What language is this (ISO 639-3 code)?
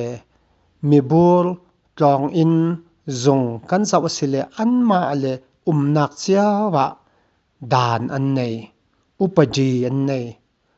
cfm